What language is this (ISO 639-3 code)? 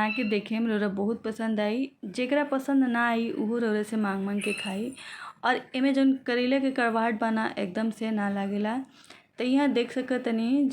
bho